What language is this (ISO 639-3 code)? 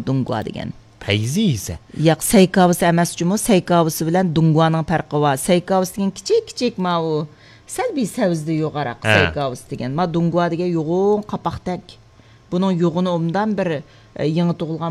uig